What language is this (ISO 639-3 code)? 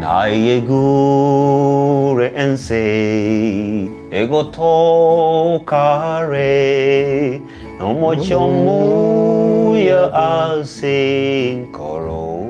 guz